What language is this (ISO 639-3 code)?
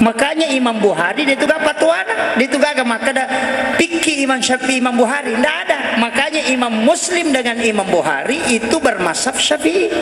bug